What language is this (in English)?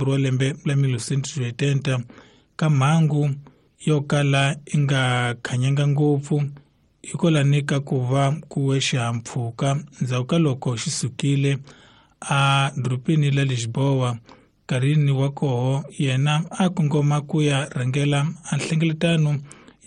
Tsonga